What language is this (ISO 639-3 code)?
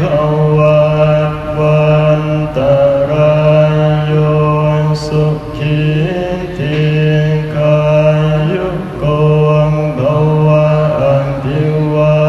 tts